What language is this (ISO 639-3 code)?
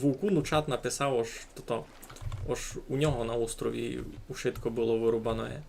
rue